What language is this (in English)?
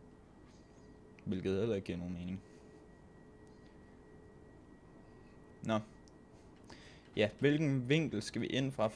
Danish